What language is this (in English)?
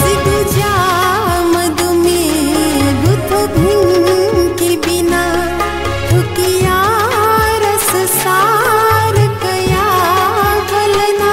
Newari